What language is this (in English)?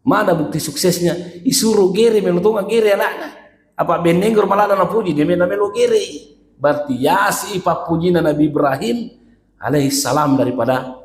Buginese